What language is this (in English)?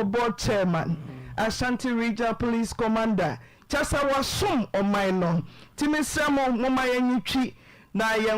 Akan